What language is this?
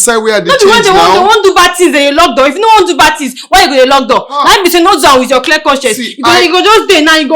Nigerian Pidgin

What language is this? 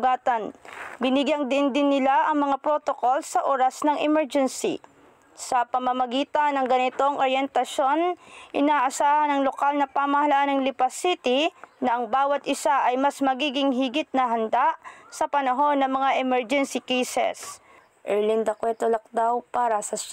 Filipino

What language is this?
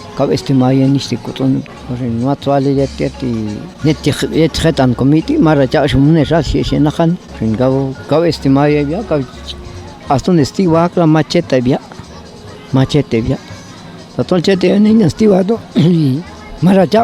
Popti'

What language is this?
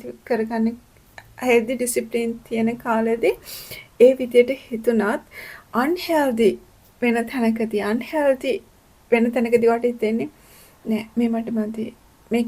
Sinhala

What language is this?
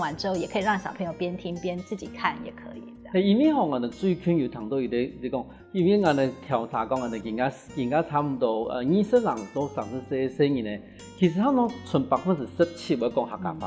Hakka Chinese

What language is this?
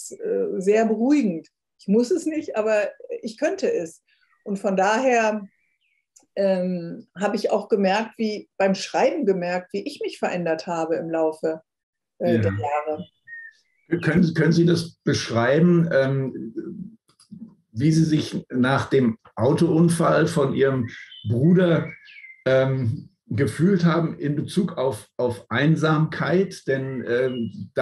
German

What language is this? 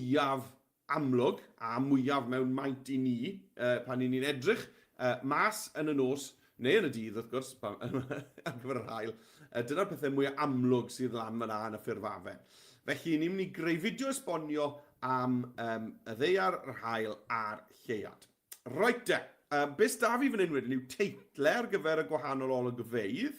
Welsh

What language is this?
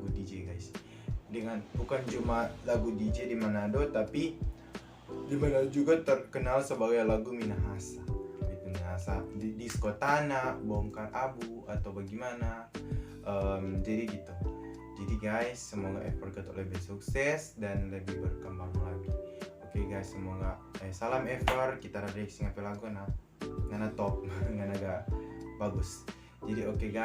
Manado Malay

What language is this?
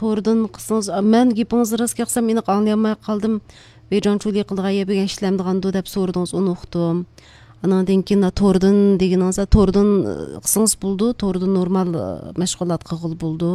Uyghur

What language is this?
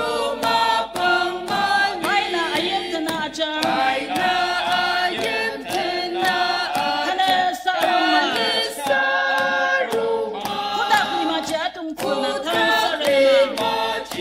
Ao Naga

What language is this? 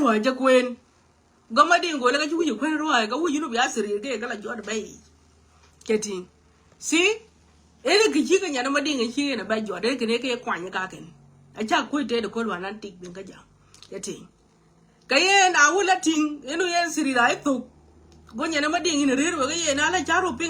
Nuer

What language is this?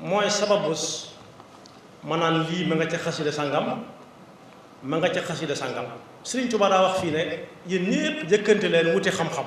Wolof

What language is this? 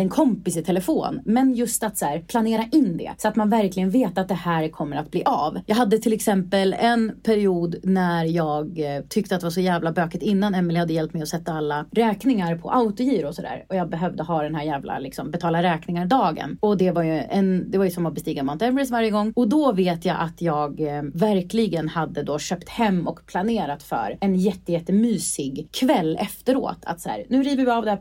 Swedish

